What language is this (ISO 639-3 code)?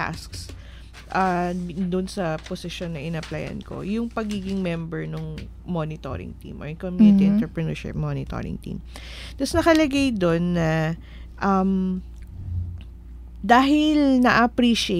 fil